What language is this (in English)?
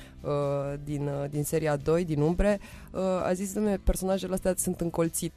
Romanian